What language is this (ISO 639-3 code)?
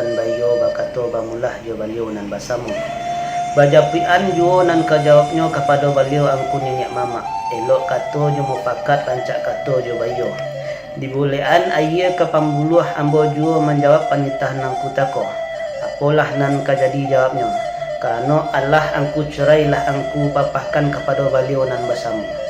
min